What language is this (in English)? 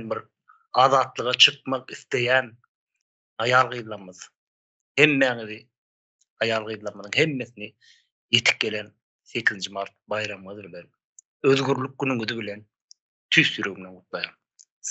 Turkmen